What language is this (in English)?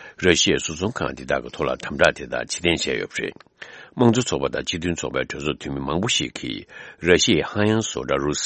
Tibetan